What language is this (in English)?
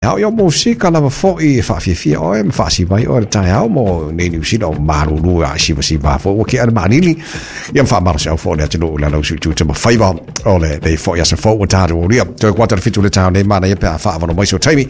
Samoan